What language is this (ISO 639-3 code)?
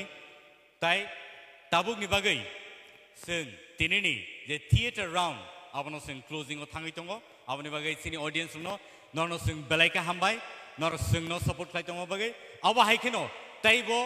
trp